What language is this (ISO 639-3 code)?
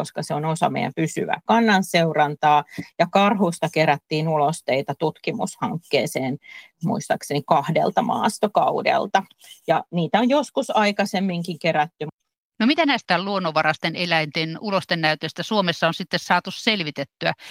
fin